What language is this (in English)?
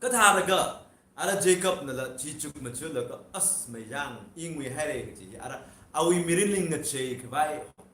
Tangkhul Naga (India)